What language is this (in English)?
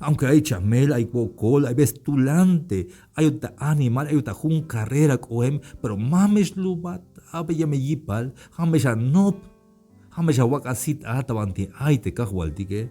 Tzeltal